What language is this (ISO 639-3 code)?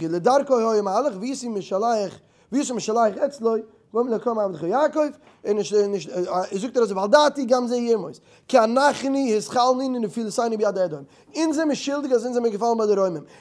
yid